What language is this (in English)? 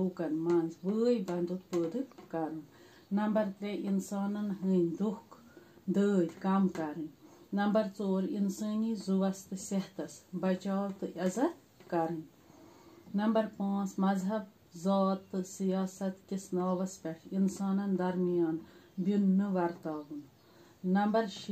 Kashmiri